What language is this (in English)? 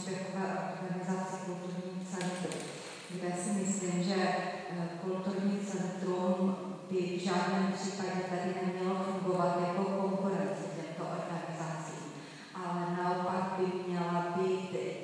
Czech